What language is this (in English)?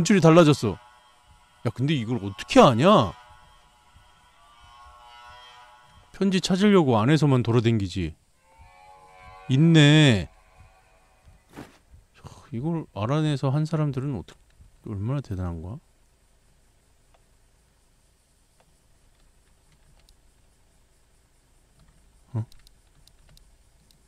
Korean